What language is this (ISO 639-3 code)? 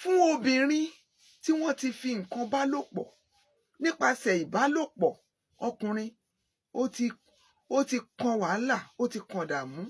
yor